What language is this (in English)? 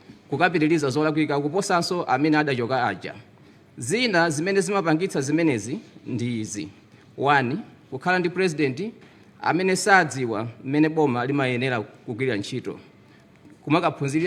Nyanja